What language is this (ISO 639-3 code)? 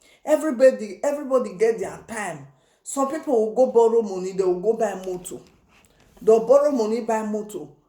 pcm